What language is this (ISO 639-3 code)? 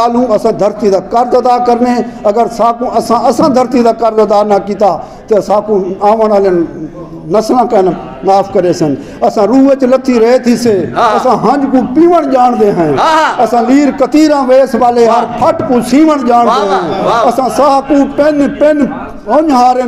skr